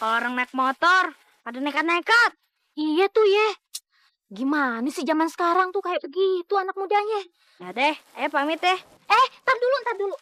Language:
Betawi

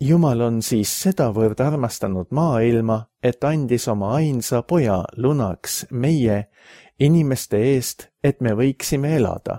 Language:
Estonian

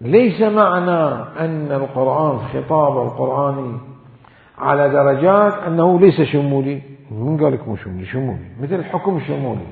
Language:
Mesopotamian Arabic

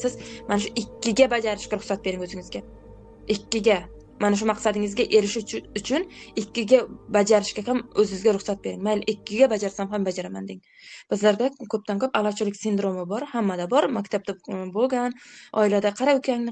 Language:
Uzbek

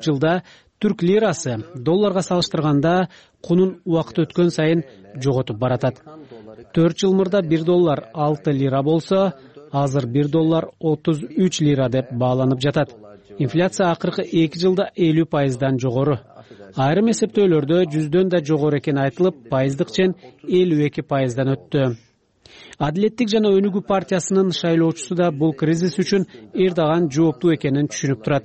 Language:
Kyrgyz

